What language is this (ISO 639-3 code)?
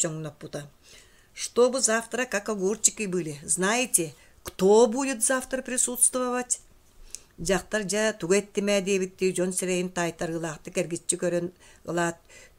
sah